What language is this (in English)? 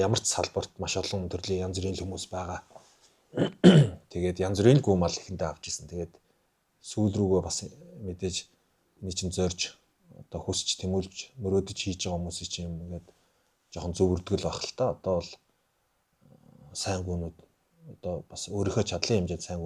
Mongolian